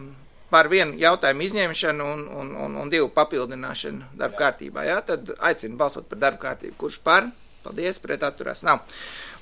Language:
Latvian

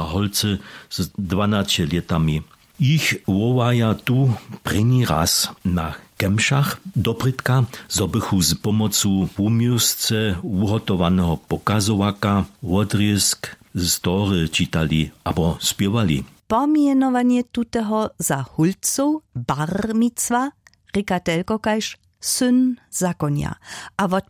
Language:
Upper Sorbian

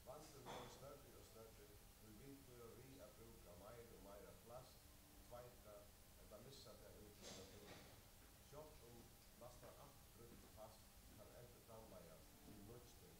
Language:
Faroese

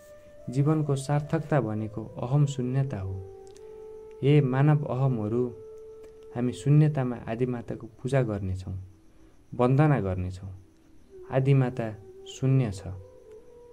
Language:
Nepali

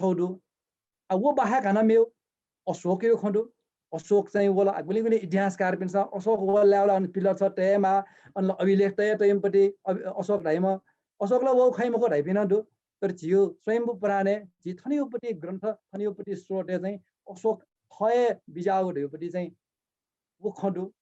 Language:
Newari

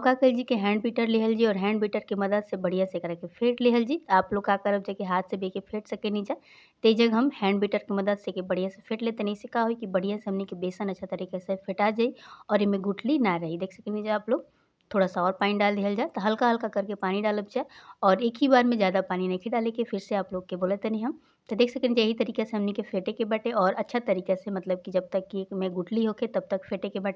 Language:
Bhojpuri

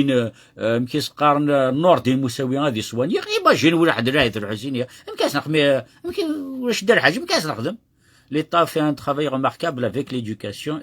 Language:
Kabyle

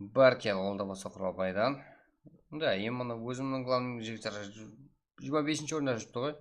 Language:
Kara-Kalpak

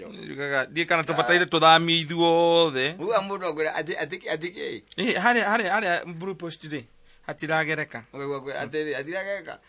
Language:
Kikuyu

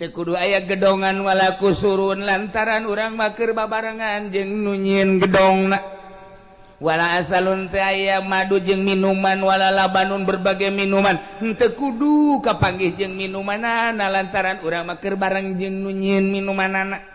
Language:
Sundanese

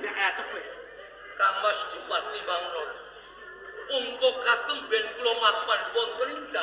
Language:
Javanese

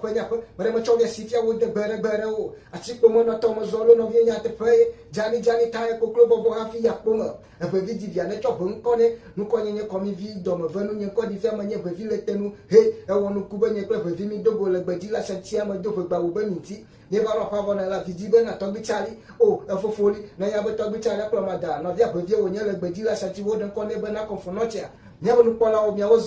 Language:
Ewe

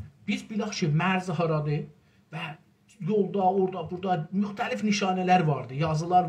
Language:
South Azerbaijani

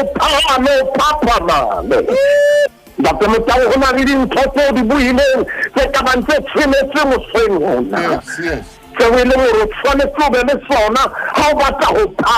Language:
Southern Sotho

